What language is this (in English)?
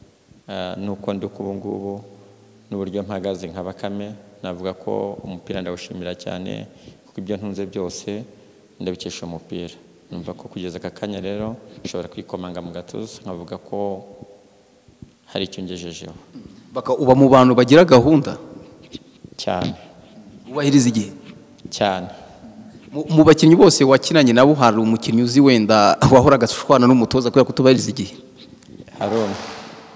Kinyarwanda